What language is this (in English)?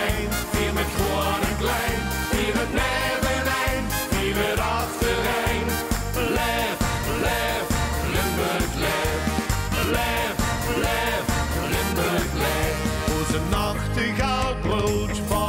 Limburgish